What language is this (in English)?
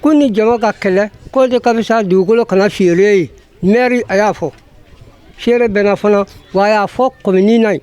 Bambara